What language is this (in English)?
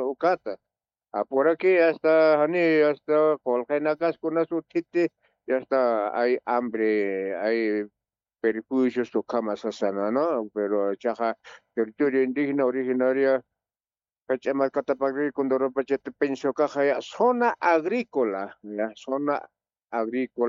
Aymara